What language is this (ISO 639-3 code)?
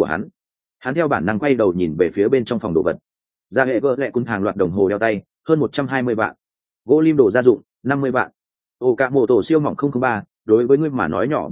vie